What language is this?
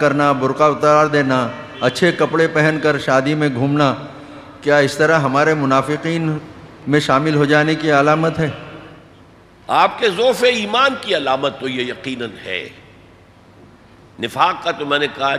Urdu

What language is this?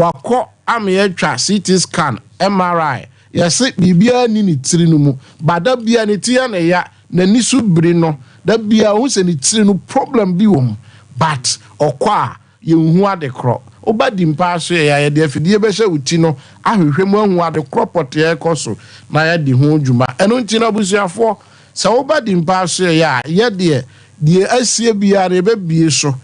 Akan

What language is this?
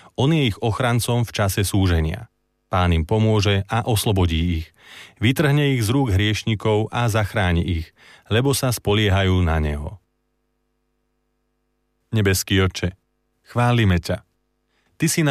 Slovak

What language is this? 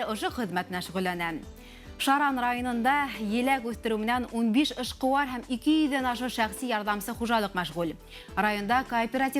Bashkir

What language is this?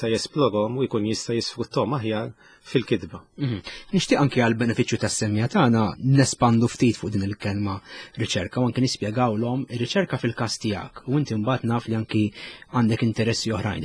Maltese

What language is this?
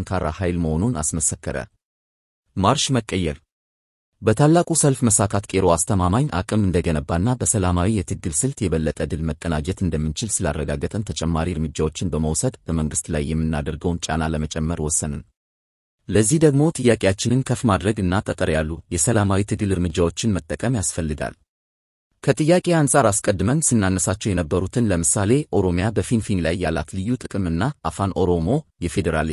Amharic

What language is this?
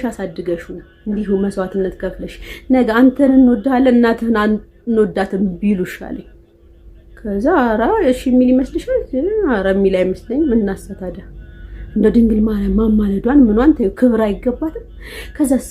Amharic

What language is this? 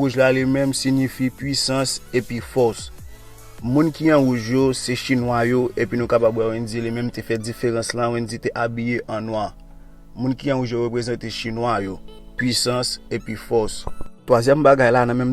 Haitian Creole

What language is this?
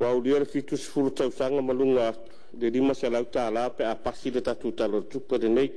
Samoan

